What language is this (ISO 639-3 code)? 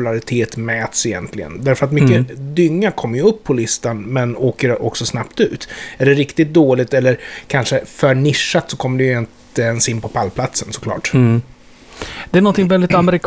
swe